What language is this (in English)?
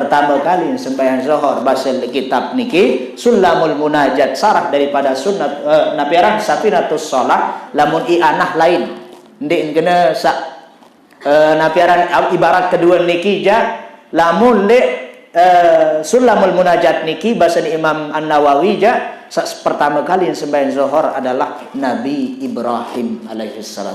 Sasak